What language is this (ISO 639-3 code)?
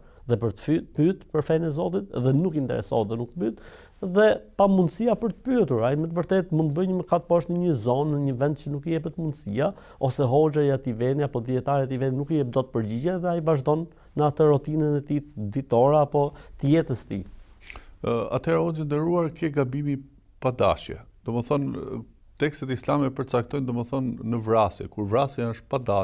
sqi